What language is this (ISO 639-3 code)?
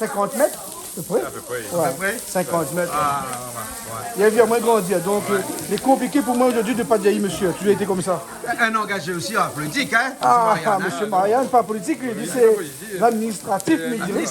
rcf